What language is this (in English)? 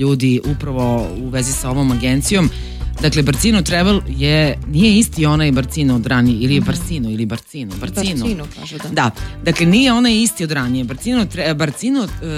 Serbian